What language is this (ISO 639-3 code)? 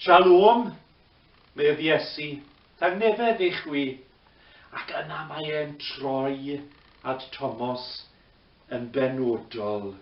cym